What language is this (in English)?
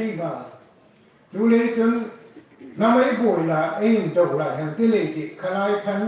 Hmar